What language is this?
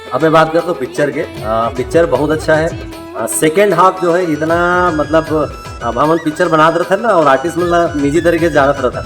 Chhattisgarhi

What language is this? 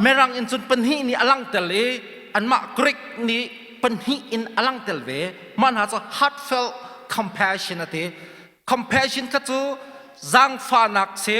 Hakha Chin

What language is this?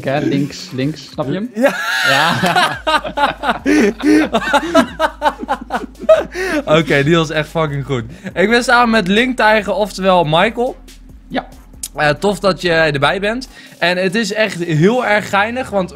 Dutch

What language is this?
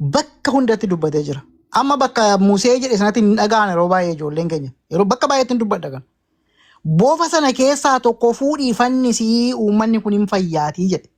Oromo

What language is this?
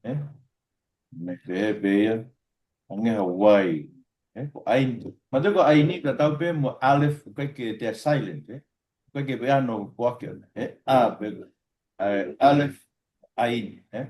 Tongan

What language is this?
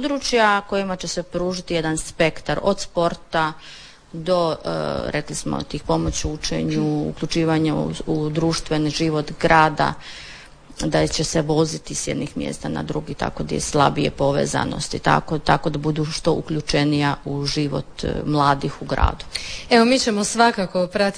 Croatian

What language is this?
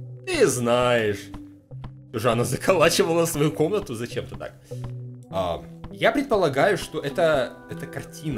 Russian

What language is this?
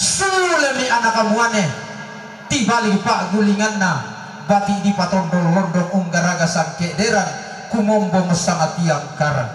Toraja-Sa'dan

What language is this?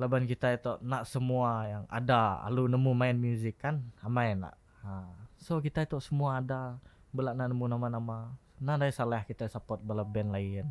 Iban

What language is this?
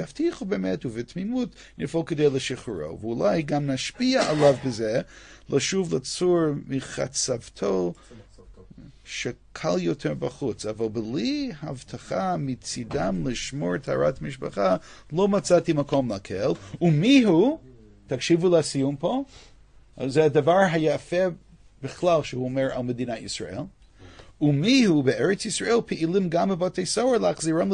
Hebrew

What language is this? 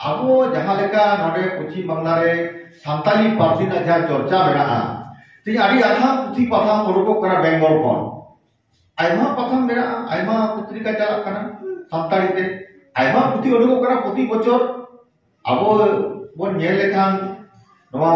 Santali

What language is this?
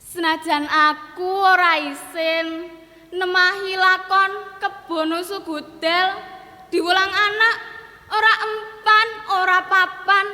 Javanese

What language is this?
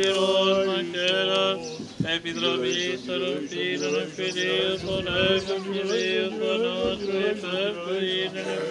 Greek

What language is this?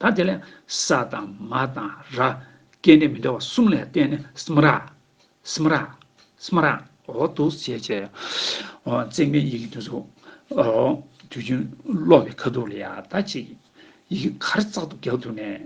Tibetan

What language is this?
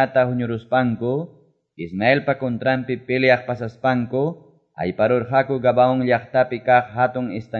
Quechua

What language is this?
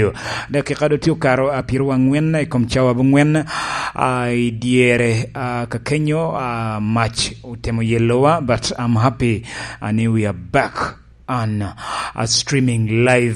Lango (Uganda)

